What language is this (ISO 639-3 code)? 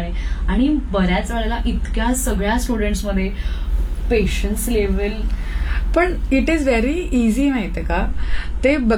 mar